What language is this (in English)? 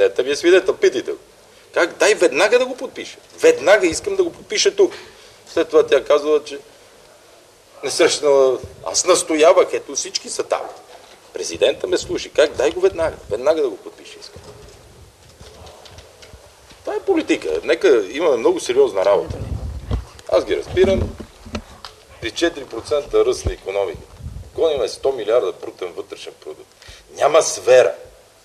Bulgarian